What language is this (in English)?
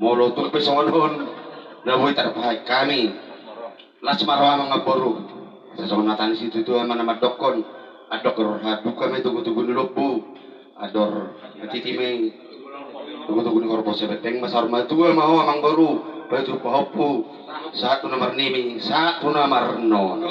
Batak Toba